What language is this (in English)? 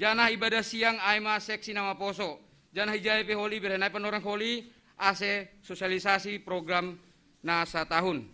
Batak Simalungun